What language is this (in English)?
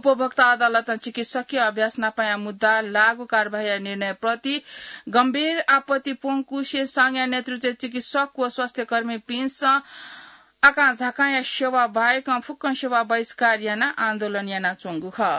Newari